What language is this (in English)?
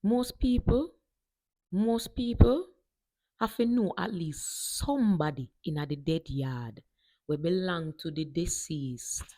Jamaican Creole English